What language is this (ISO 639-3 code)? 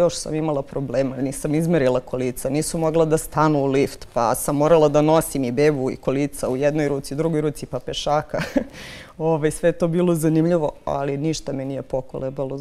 srp